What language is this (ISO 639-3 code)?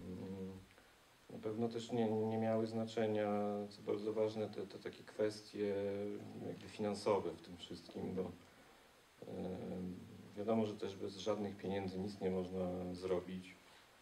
pol